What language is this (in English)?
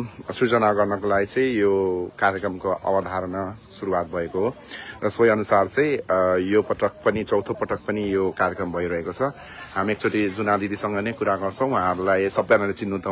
Nepali